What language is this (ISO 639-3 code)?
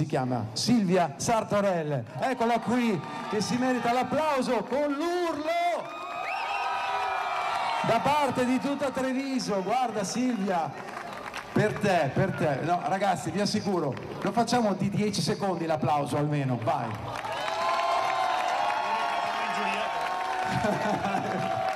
ita